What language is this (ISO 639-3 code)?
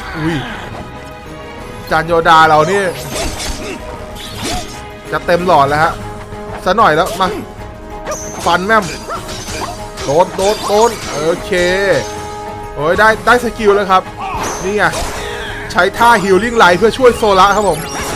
tha